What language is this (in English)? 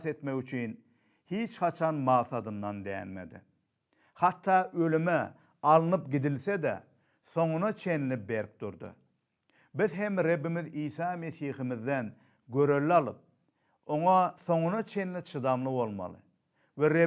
Turkmen